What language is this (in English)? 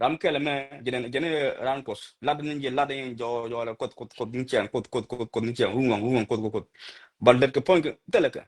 Nuer